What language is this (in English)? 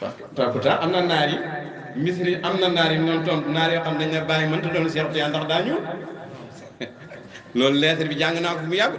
Wolof